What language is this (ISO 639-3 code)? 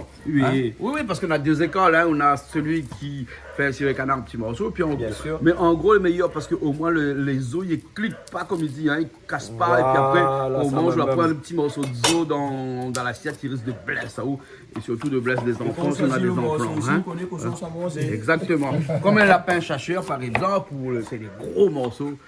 rcf